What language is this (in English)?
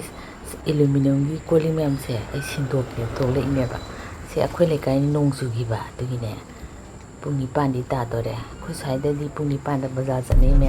Manipuri